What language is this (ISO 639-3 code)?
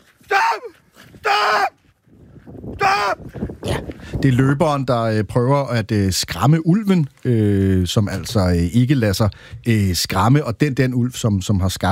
dan